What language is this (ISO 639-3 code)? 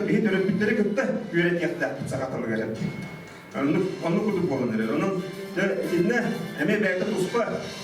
sah